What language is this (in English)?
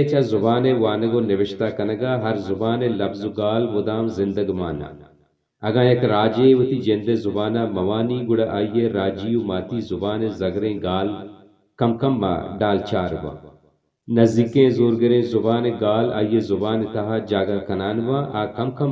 Baluchi